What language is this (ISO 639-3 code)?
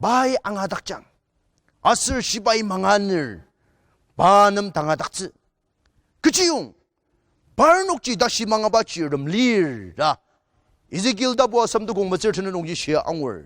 njo